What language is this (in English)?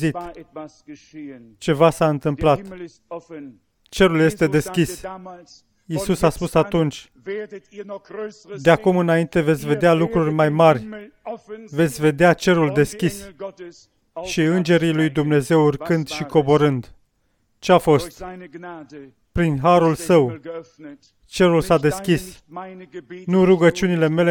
Romanian